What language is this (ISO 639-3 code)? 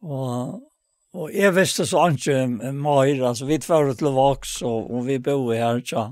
fao